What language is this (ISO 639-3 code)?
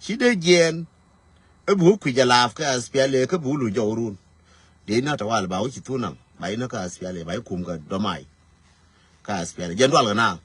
nus